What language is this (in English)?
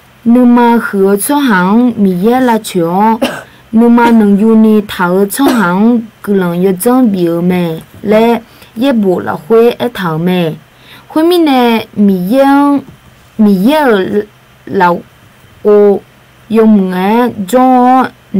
Akha